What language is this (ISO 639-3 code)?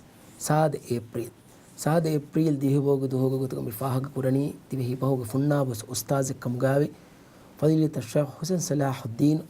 div